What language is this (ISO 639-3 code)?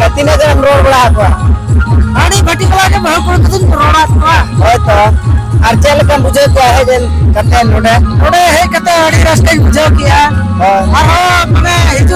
sat